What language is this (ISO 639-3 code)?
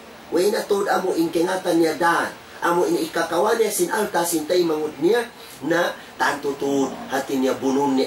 tsg